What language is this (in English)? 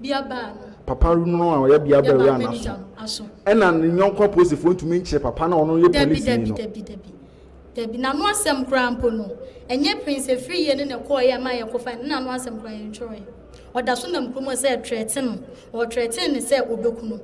Akan